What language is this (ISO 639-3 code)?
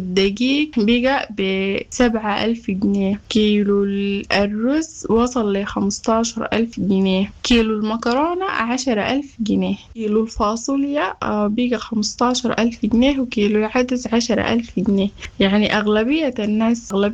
apd